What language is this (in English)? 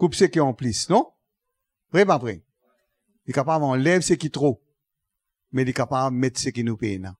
Morisyen